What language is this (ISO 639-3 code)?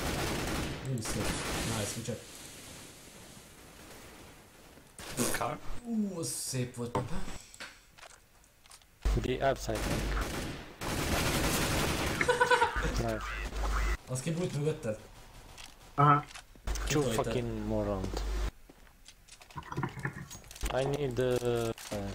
hun